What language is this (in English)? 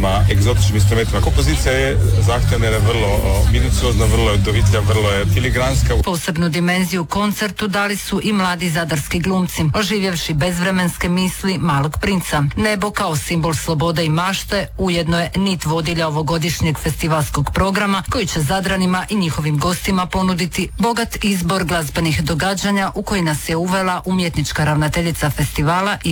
Croatian